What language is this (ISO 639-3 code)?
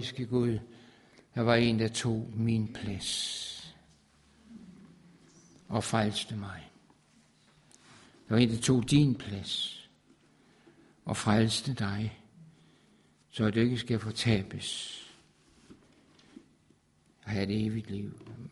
dan